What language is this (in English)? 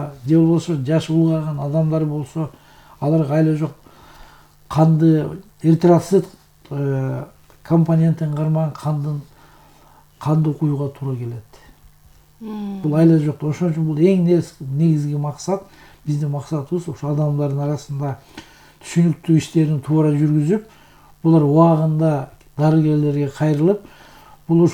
Kyrgyz